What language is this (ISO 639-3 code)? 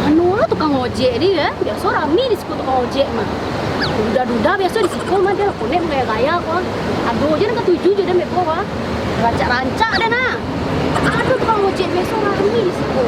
min